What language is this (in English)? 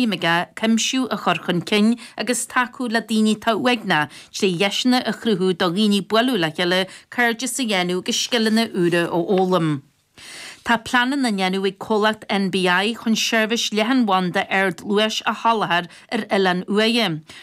Irish